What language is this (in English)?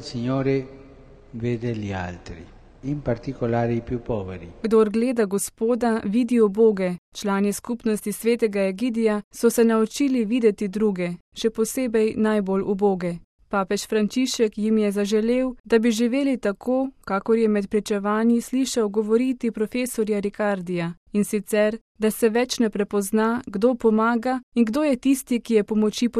Slovenian